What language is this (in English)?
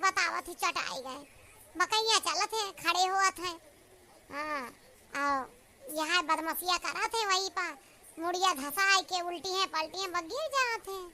Awadhi